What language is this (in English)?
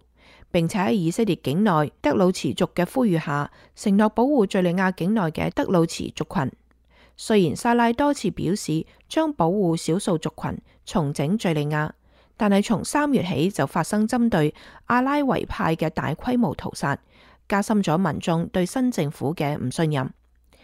Cantonese